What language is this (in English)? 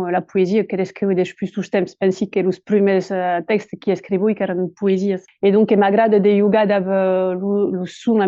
Occitan